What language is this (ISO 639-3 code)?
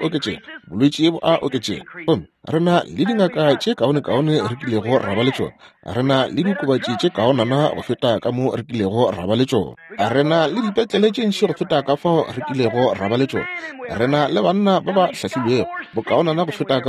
nso